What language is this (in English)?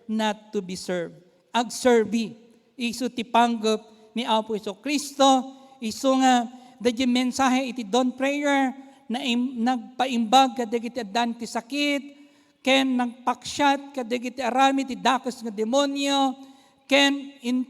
Iloko